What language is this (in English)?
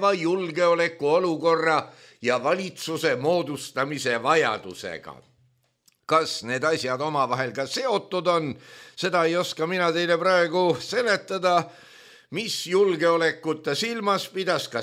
Estonian